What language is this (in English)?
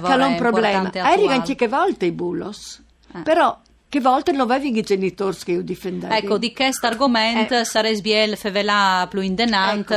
Friulian